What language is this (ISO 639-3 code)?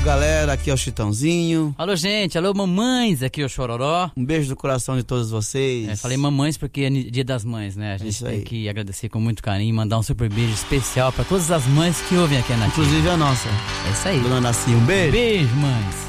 por